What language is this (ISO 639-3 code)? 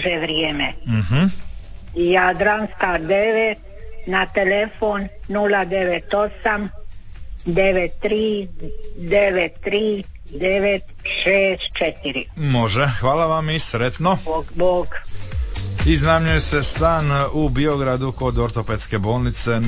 hrv